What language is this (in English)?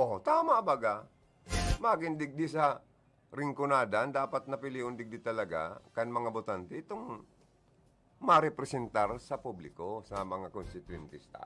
Bikol